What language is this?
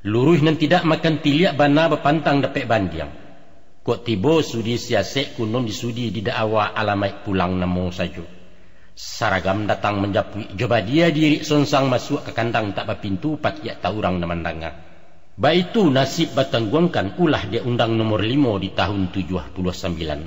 Minangkabau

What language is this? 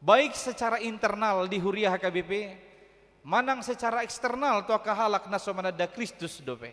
Batak Toba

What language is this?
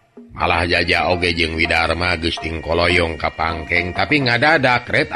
Sundanese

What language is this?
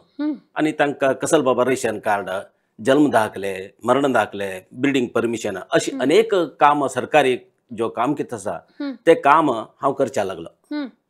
Konkani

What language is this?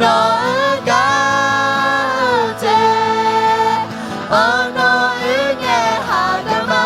Akha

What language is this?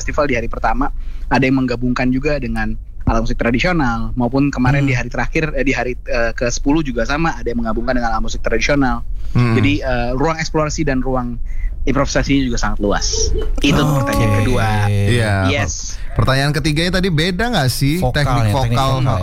Indonesian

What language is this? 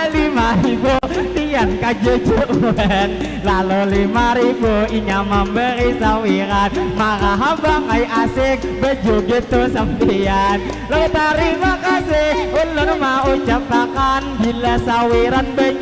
Banjar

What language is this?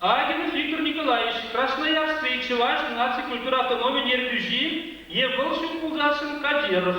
Chuvash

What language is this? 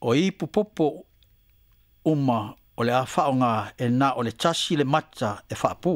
Samoan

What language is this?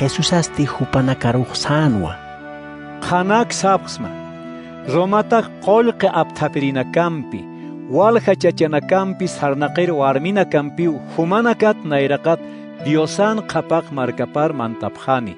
Aymara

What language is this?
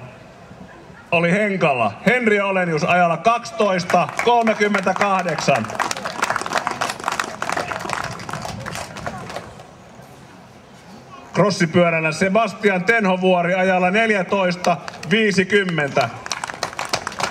Finnish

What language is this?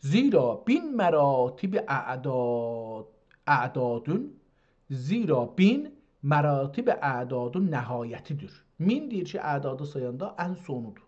South Azerbaijani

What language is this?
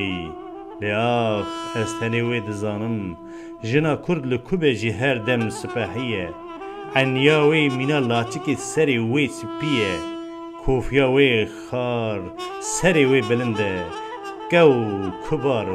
Kurdish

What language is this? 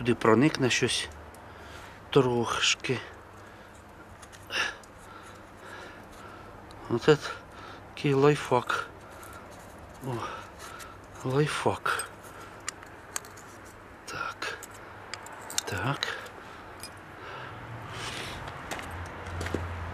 Ukrainian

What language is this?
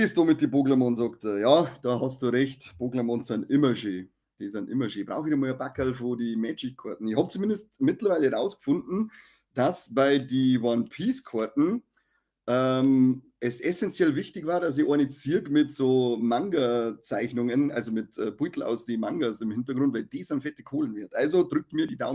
Bavarian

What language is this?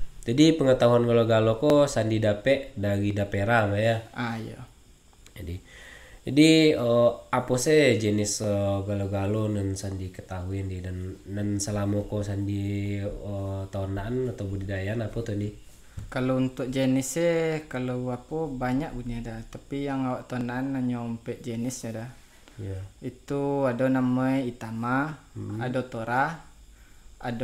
Minangkabau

